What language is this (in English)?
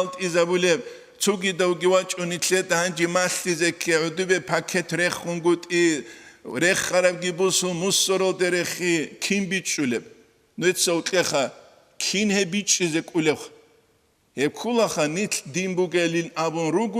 Avaric